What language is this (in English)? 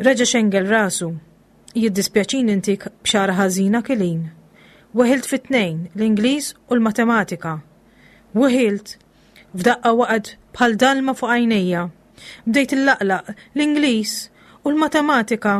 Maltese